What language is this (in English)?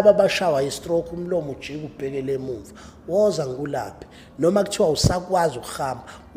Zulu